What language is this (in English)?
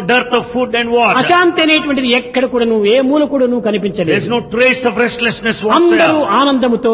Telugu